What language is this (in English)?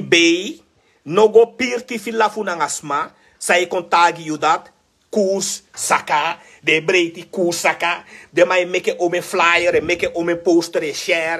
Sranan Tongo